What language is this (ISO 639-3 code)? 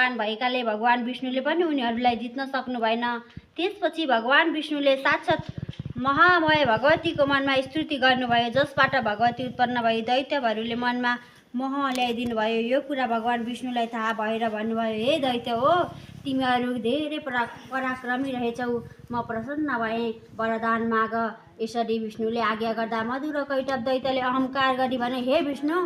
nep